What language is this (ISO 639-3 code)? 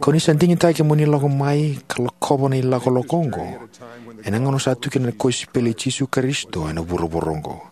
fij